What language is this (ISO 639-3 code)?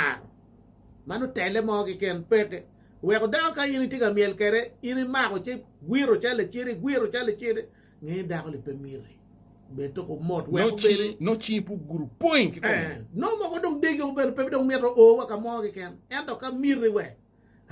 ach